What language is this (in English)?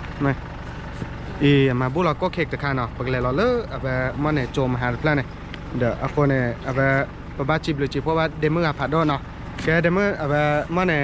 S'gaw Karen